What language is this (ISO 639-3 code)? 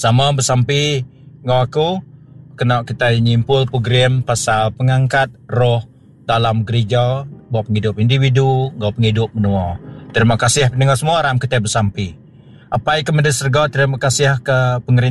iba